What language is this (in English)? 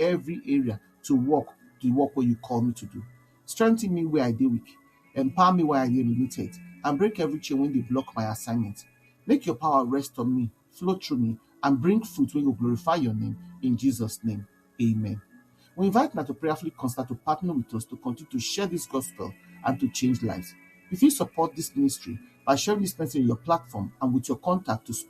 Nigerian Pidgin